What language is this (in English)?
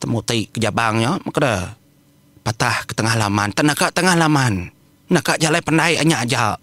Iban